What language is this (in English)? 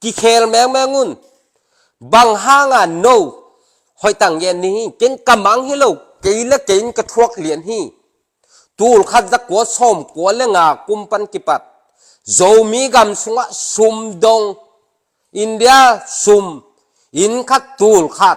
Tedim Chin